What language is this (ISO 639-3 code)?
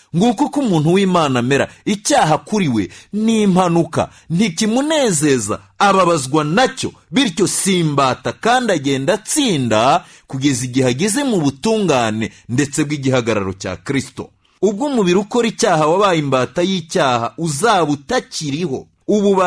kin